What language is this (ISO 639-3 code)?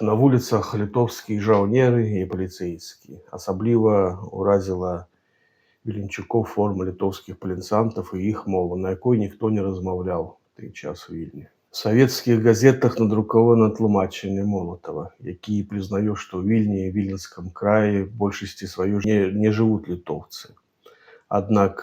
bel